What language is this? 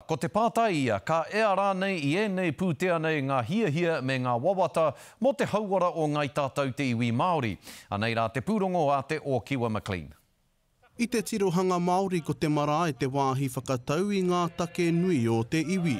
Māori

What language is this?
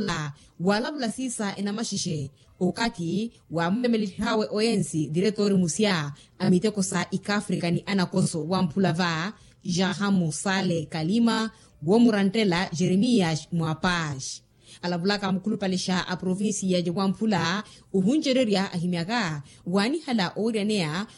Makhuwa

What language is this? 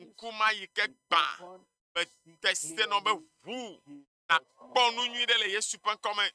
Ewe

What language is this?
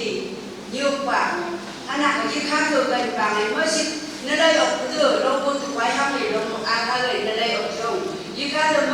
Phom Naga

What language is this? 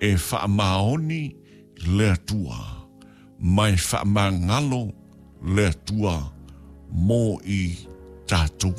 Samoan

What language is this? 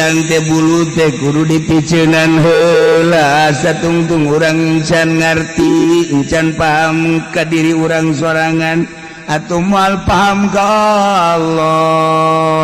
Sundanese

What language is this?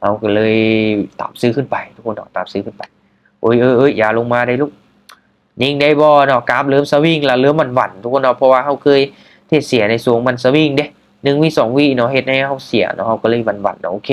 Lao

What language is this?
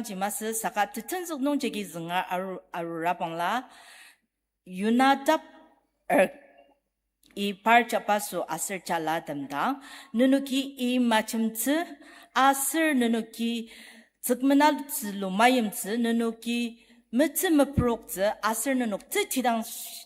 Ao Naga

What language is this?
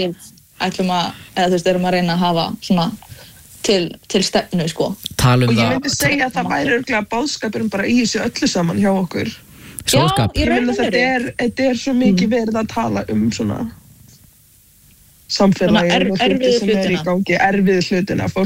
Icelandic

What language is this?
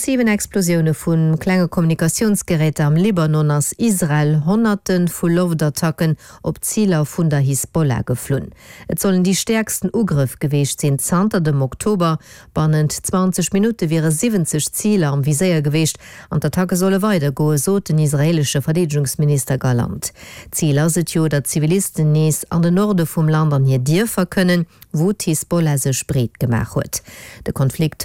Luxembourgish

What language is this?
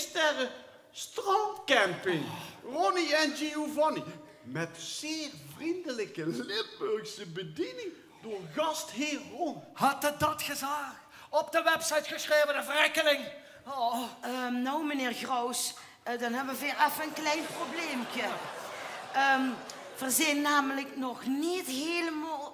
Limburgish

